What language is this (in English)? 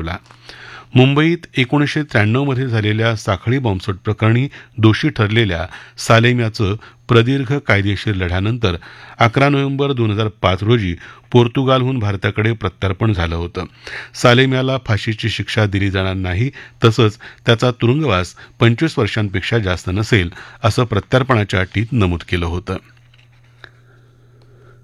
Marathi